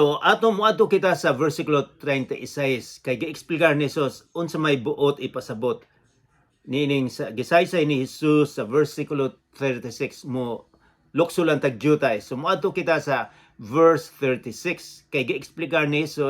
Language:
Cebuano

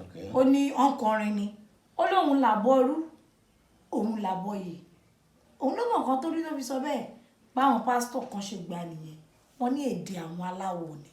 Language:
Yoruba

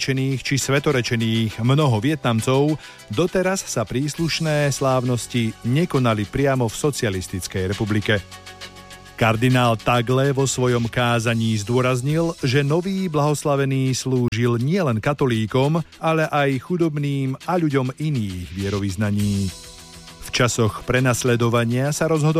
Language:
Slovak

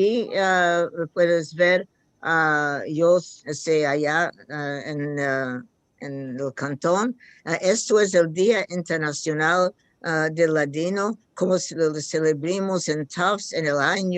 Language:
Ladino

